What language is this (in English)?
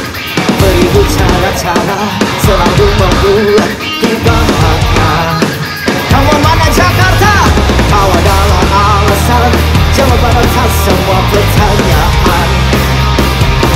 Indonesian